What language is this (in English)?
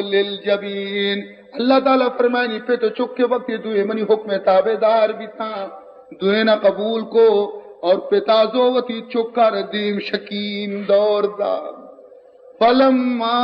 Baluchi